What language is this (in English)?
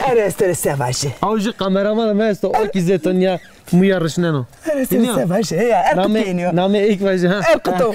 Zaza